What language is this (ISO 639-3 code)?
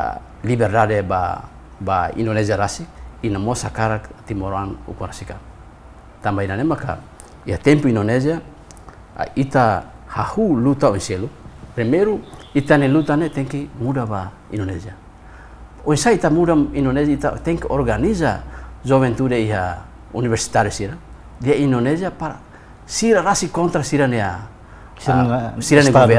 tet